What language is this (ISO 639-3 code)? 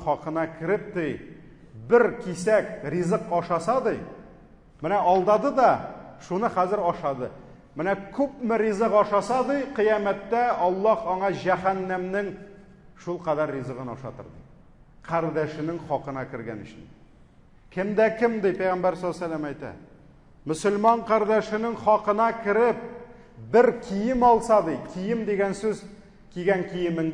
tat